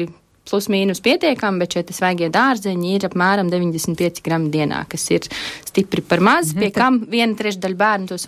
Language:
Latvian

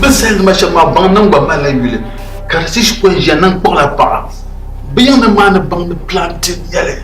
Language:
Dagbani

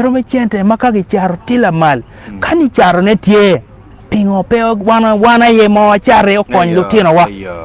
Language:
Acoli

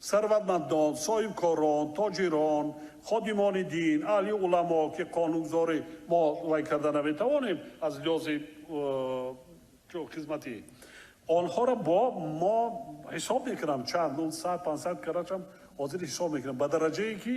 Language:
Tajik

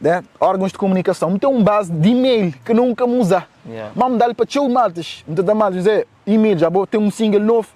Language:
Kabuverdianu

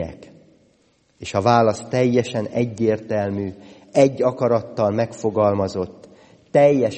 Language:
Hungarian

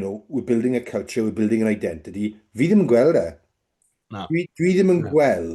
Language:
Welsh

